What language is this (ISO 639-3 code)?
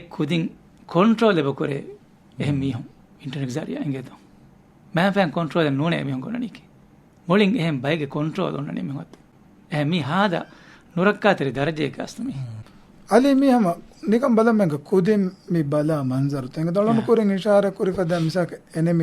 div